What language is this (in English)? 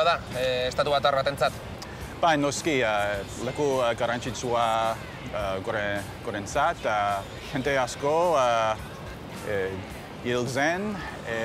Basque